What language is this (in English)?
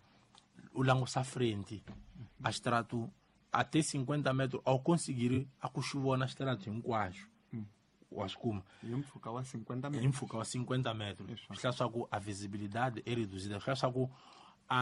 Tsonga